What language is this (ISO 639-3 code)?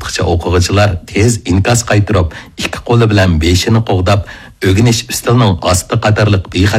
uig